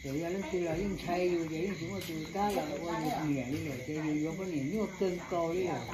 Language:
Hmong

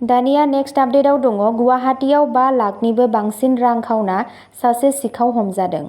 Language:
Bodo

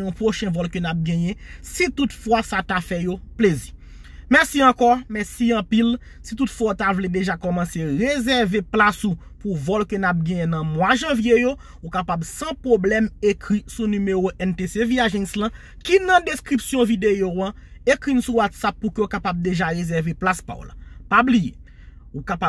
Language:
Haitian Creole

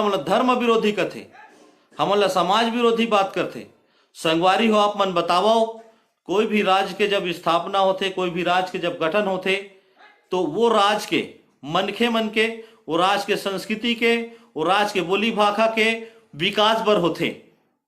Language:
Chhattisgarhi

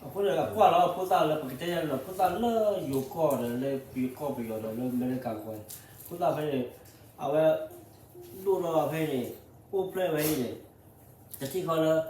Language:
S'gaw Karen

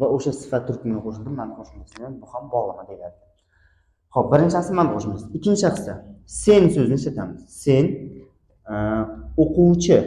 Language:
Uzbek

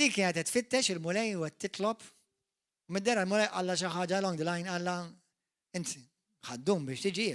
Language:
Maltese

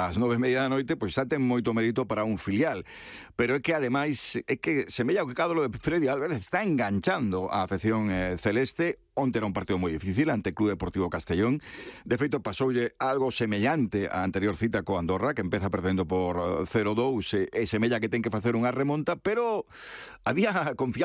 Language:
Galician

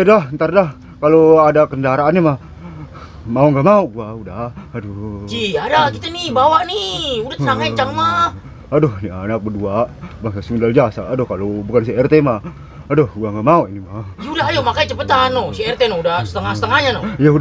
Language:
Betawi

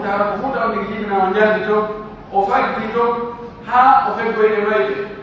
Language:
Pular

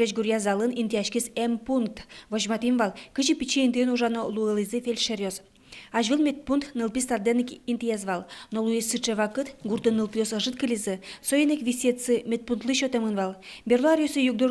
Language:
Udmurt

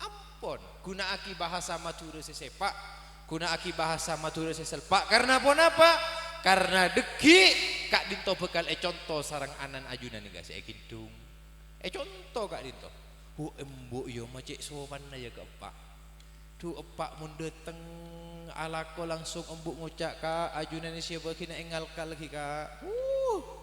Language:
Madurese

